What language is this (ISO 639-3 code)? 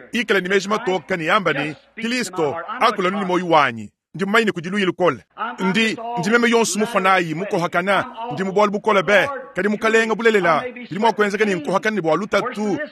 lua